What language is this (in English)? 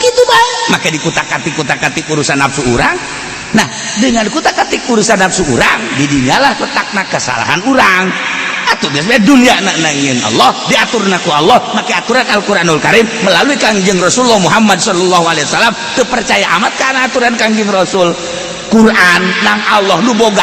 Sundanese